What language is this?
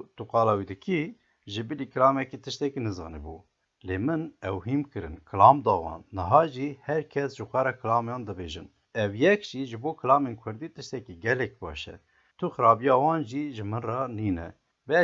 Kurdish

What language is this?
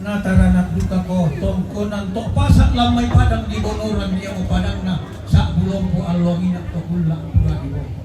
Toraja-Sa'dan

